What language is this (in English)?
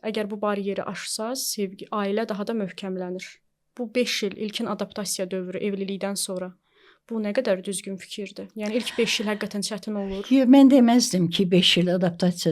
Azerbaijani